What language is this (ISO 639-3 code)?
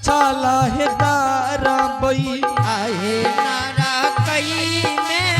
anp